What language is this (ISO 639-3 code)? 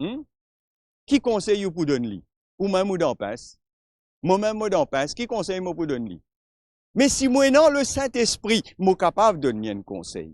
mfe